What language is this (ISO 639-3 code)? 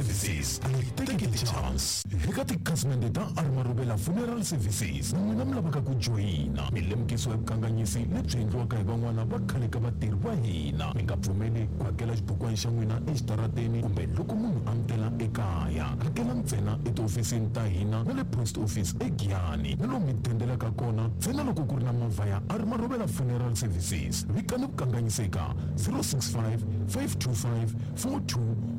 tso